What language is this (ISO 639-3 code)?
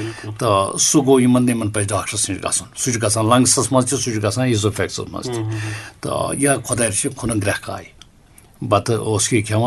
kas